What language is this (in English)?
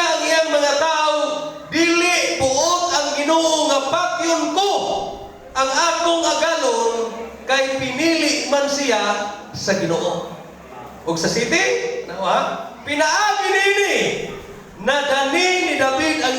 Cebuano